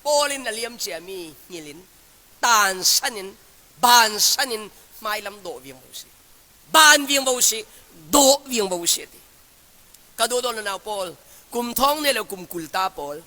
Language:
Falam Chin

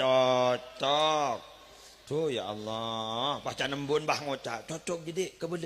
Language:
Madurese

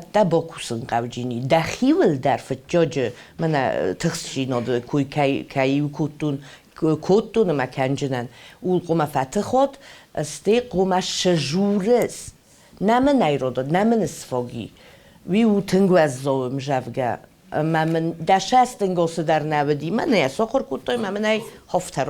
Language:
Ossetic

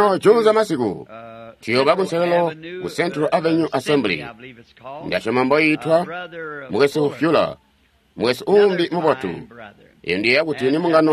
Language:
Tonga (Zambia)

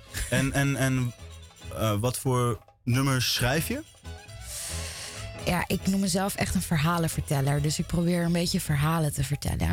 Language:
Dutch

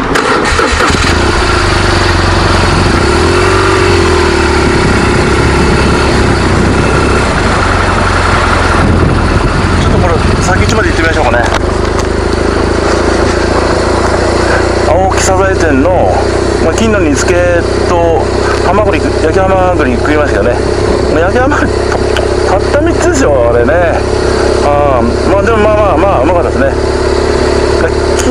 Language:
Japanese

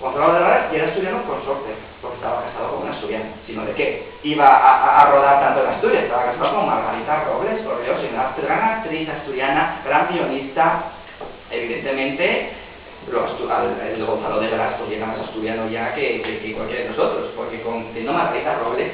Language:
Asturian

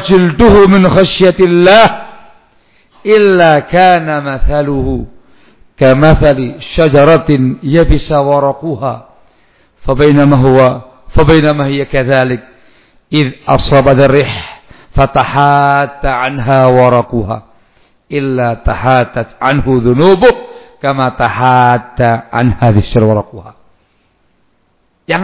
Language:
Indonesian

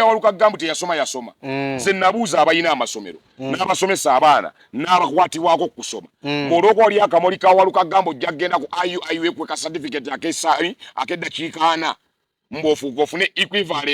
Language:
Ganda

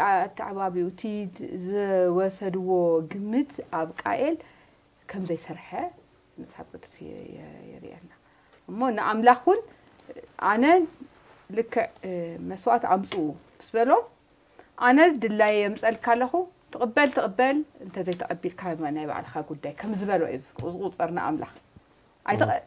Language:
Tigrinya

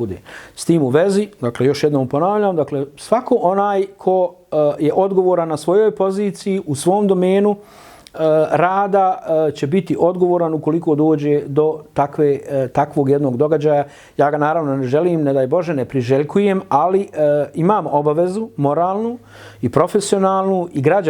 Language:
Bosnian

